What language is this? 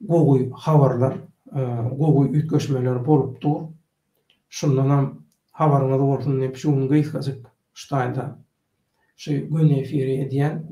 Turkmen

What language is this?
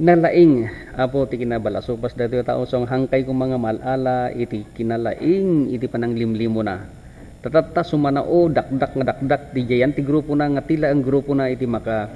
Iloko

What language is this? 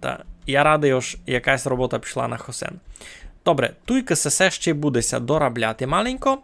Rusyn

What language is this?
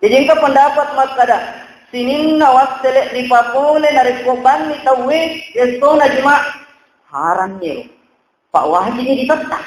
Buginese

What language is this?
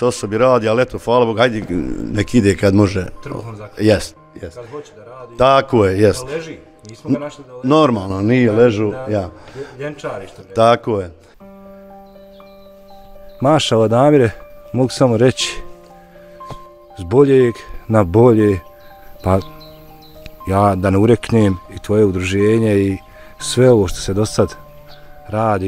Bosnian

